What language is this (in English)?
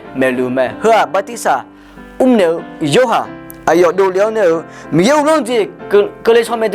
Akha